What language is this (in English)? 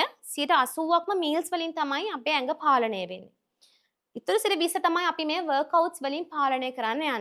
Sinhala